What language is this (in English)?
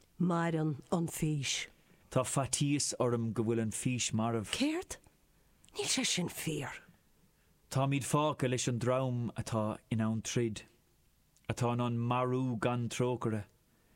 Irish